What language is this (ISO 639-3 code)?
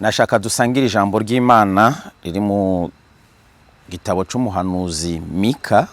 run